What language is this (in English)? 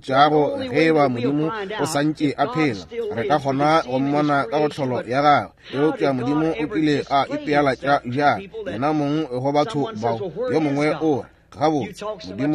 Northern Sotho